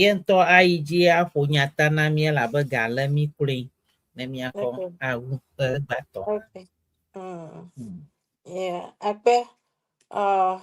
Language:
Ewe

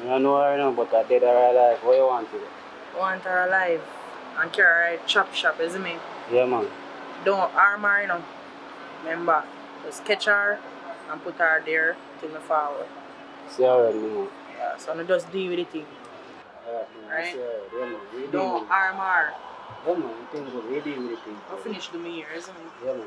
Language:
Jamaican Creole English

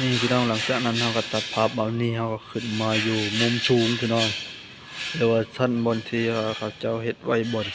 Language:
Northeastern Thai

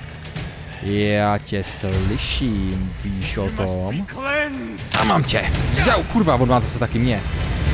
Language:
Czech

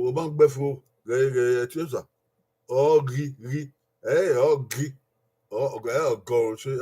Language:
Bini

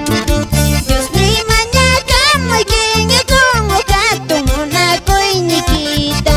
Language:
Quechua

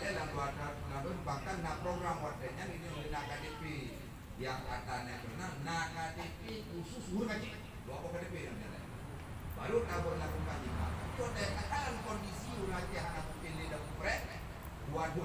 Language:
Achinese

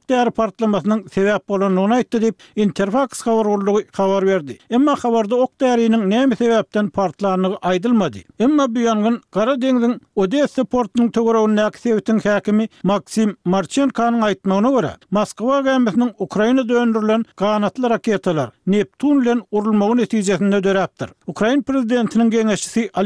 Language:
Turkmen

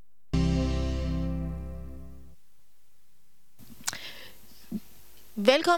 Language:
Danish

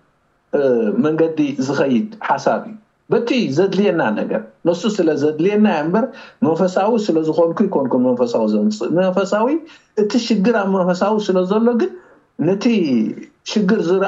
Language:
Tigrinya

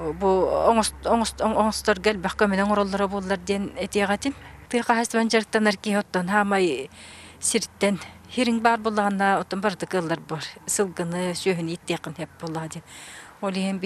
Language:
Yakut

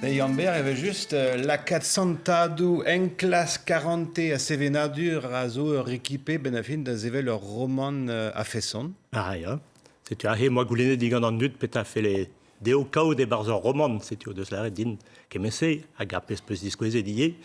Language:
Breton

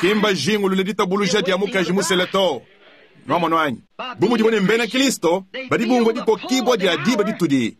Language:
Luba-Lulua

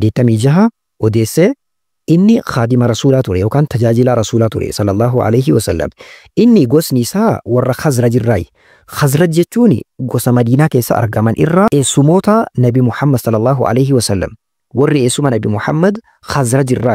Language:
Oromo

